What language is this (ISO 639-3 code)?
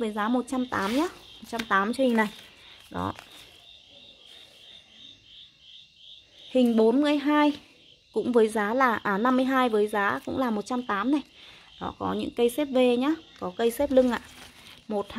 vie